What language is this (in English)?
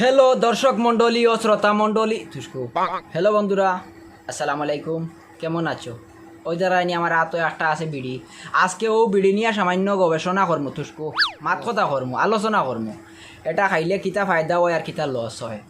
Sylheti